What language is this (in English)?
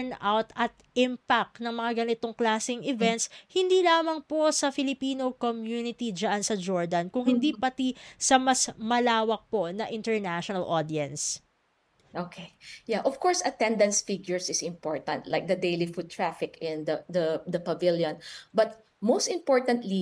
Filipino